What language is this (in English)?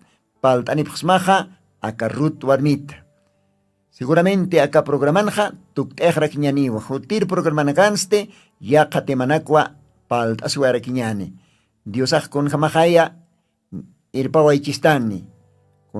Aymara